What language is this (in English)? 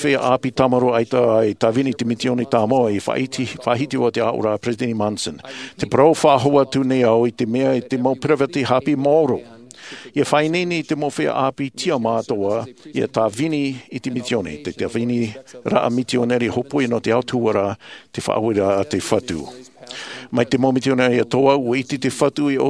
Tahitian